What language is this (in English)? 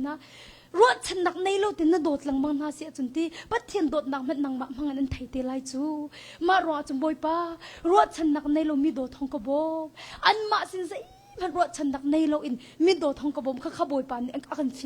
Hakha Chin